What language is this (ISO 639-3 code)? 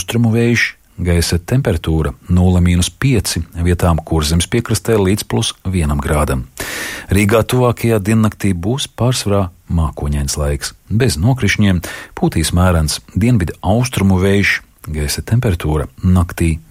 lav